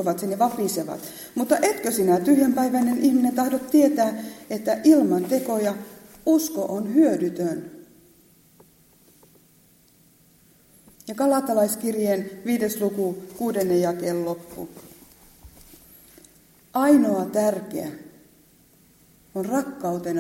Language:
Finnish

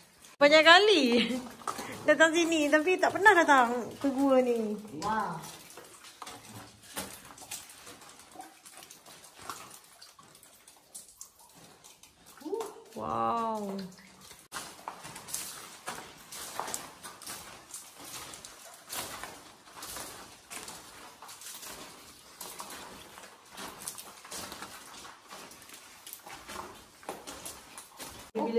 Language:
Malay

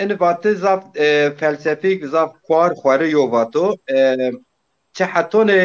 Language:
Zaza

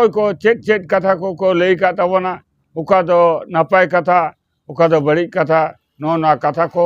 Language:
Santali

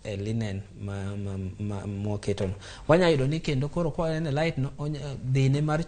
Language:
Luo (Kenya and Tanzania)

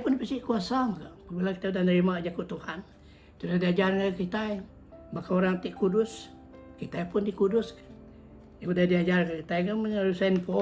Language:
Iban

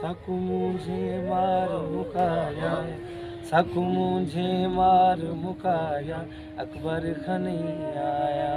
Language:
Saraiki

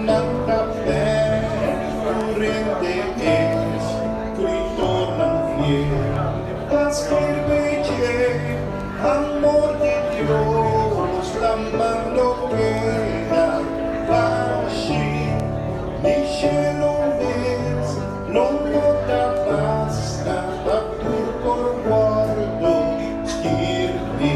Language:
Papiamento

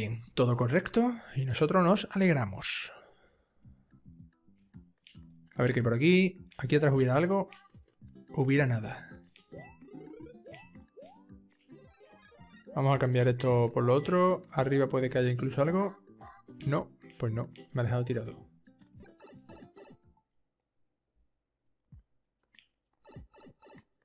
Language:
Spanish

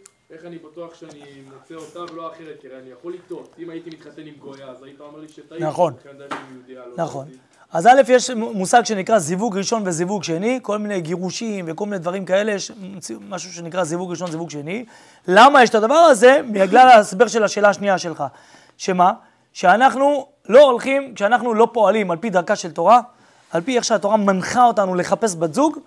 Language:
Hebrew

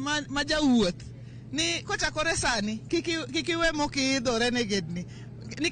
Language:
Luo (Kenya and Tanzania)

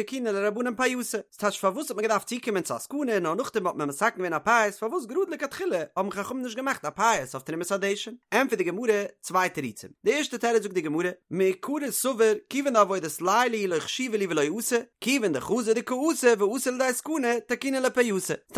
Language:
Yiddish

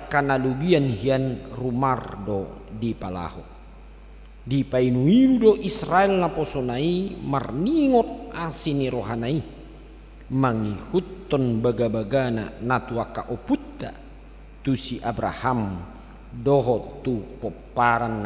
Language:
Batak Toba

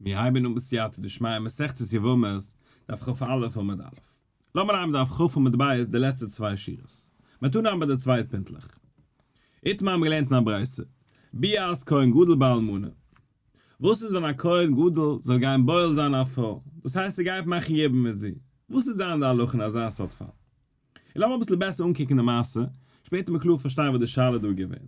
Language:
Yiddish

